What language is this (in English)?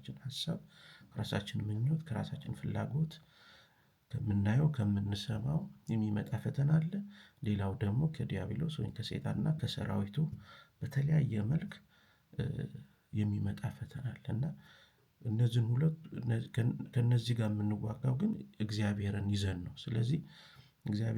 Amharic